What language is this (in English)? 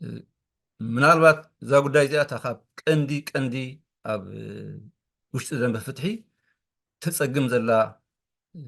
Tigrinya